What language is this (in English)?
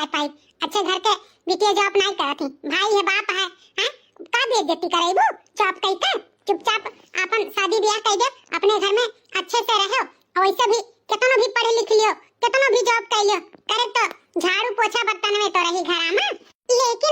Awadhi